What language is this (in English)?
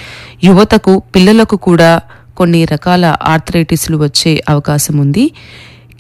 Telugu